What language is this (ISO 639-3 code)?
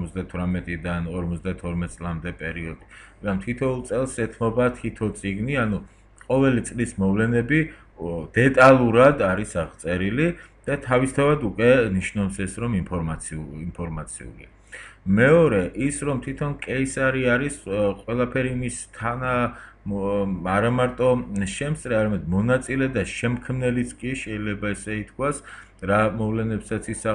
kat